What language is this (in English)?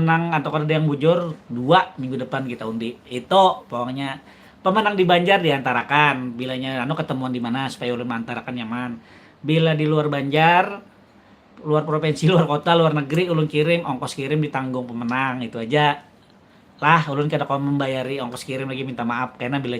Banjar